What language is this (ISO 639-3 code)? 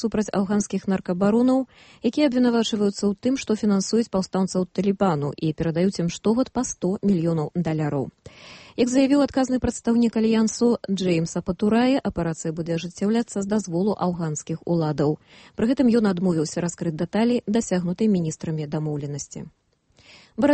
bel